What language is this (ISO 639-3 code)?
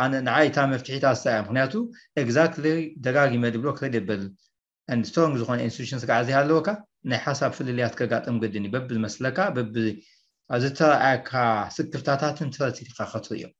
tir